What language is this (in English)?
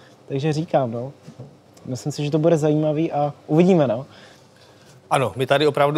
Czech